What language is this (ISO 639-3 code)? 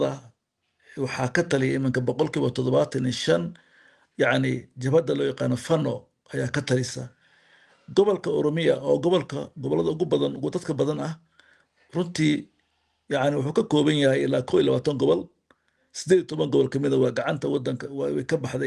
som